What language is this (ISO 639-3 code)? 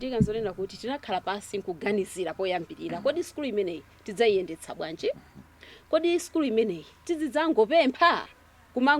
nya